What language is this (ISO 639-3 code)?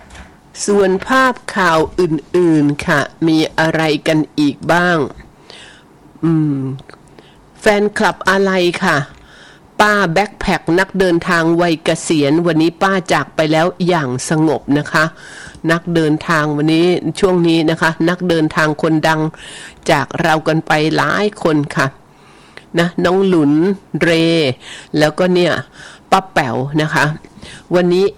tha